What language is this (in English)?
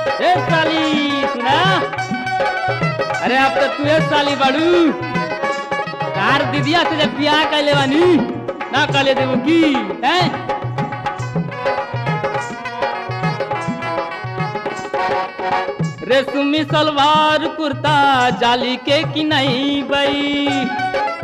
Bhojpuri